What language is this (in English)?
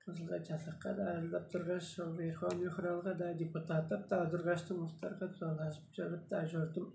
Tuvinian